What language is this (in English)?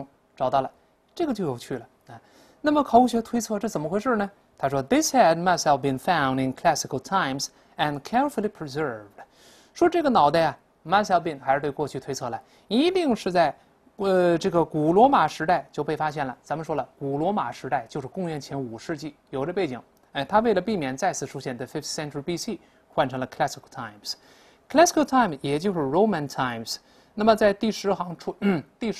Chinese